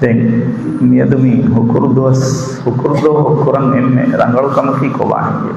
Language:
Divehi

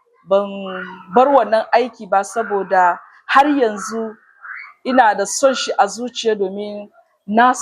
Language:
Hausa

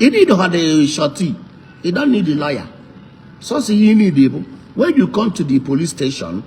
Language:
Igbo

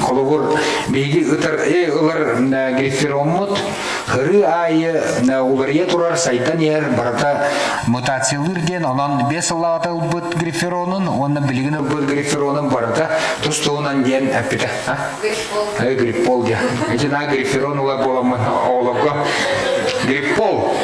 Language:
Yakut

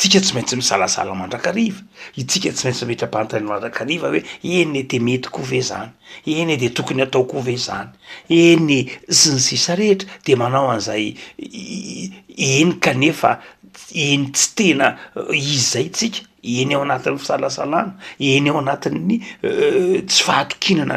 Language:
Malagasy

